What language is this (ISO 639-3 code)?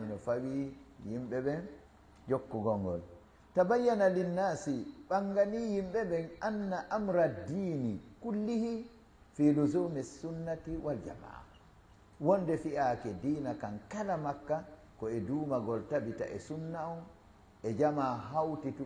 ful